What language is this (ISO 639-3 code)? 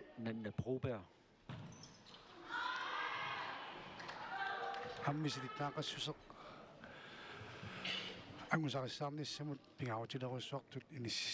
kal